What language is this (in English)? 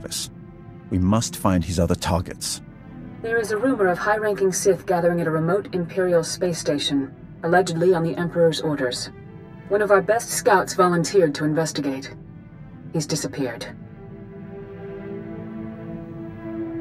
English